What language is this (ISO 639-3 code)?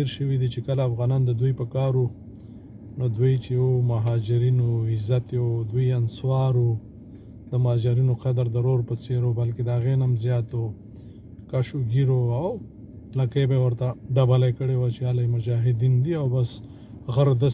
pus